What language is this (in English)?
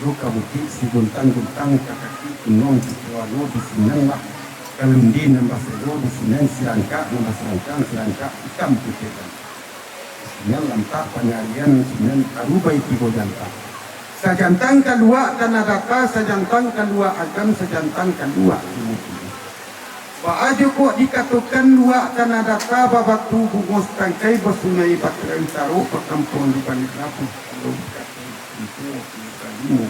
Minangkabau